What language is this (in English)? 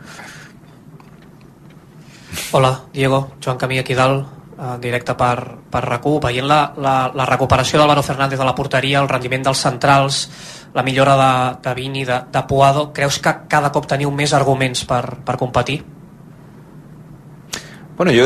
Catalan